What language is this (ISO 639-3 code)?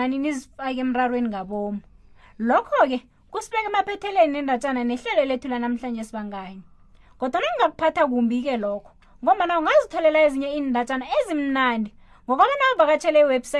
nbl